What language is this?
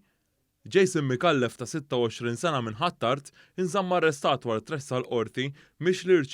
Maltese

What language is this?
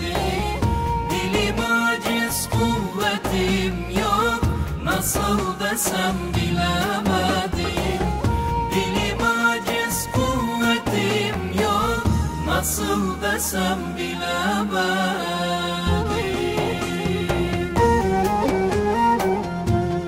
Turkish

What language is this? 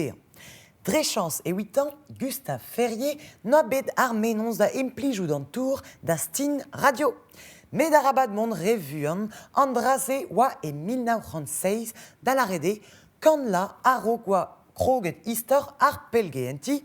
Breton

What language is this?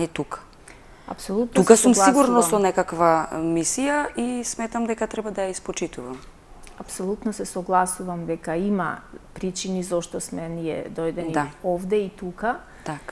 Macedonian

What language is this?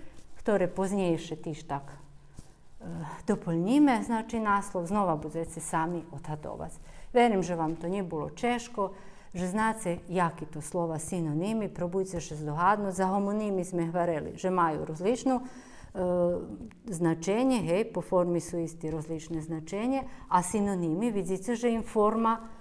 Rusyn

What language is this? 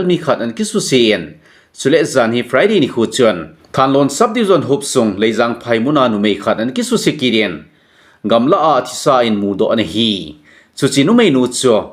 Thado Chin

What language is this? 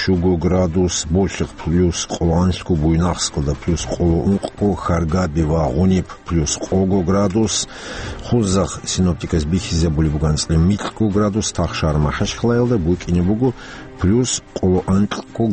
Avaric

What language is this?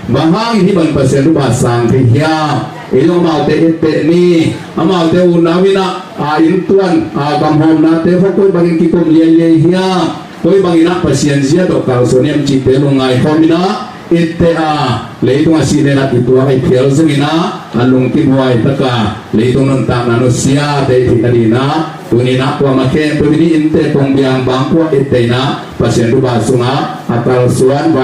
Tedim Chin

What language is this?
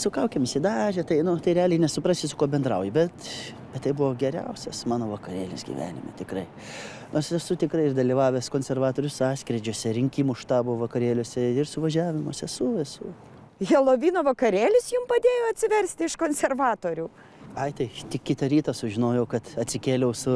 Lithuanian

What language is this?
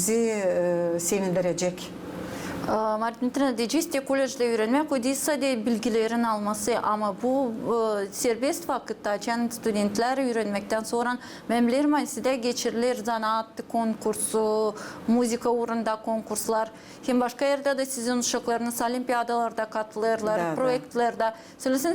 Gagauz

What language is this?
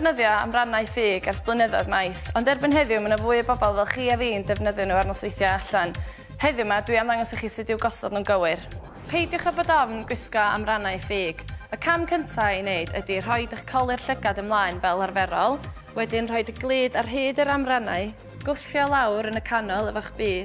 Welsh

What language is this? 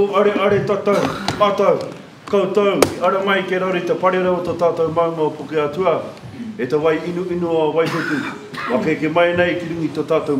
Māori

